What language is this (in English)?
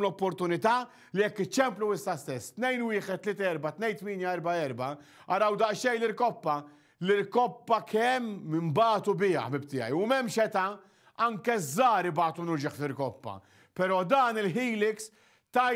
Maltese